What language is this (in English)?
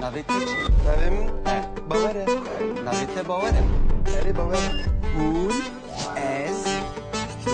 Kurdish